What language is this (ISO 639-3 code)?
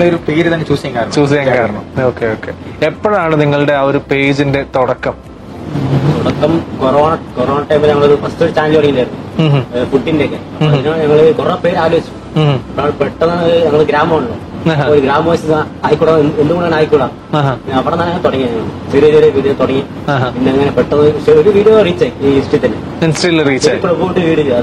mal